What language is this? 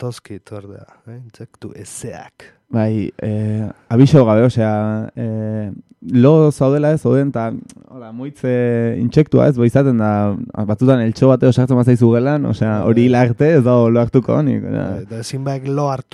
Basque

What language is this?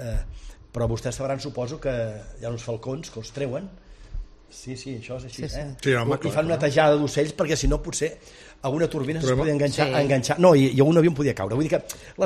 Catalan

